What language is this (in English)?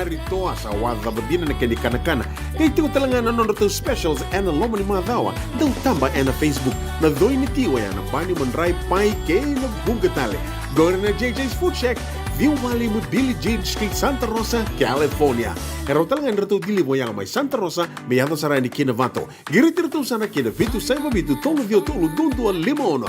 Fijian